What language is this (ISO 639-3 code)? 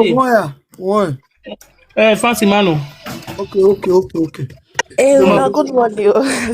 pcm